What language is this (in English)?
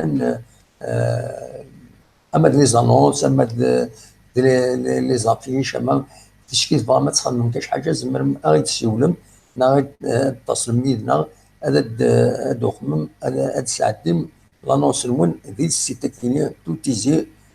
Kabyle